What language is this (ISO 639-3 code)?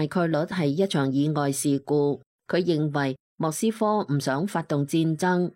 yue